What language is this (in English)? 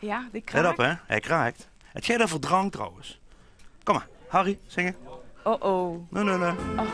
Limburgish